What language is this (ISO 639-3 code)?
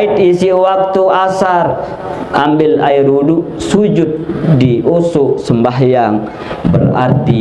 sas